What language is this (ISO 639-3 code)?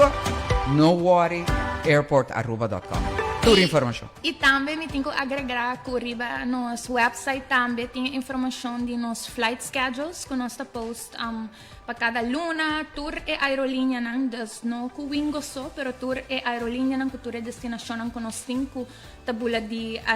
pap